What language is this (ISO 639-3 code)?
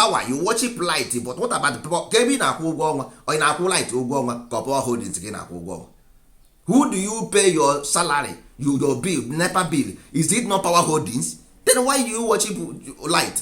ibo